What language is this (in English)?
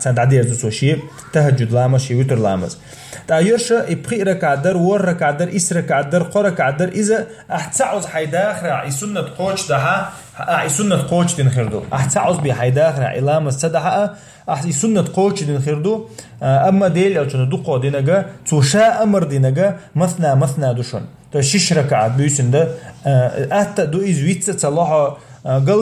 Chechen